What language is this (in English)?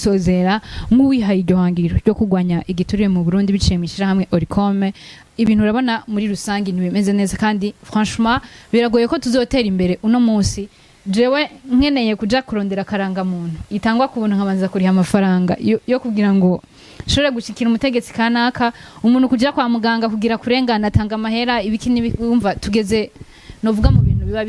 Rundi